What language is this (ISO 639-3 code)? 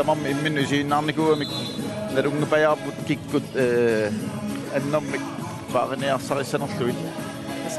kal